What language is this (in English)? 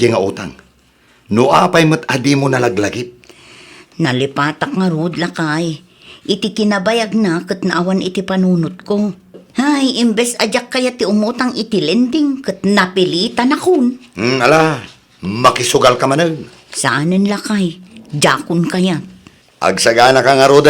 Iloko